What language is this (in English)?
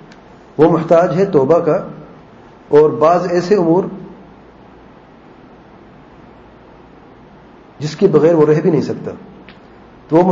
Urdu